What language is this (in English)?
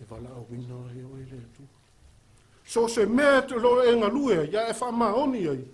Samoan